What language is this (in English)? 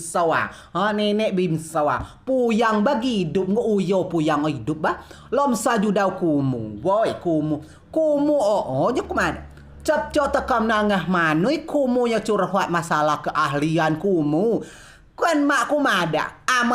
Rejang